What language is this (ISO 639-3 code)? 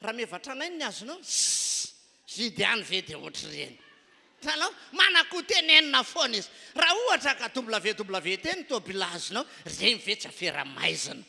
mlg